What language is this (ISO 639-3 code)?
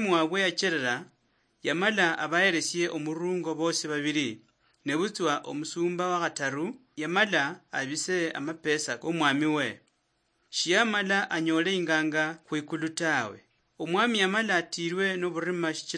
luy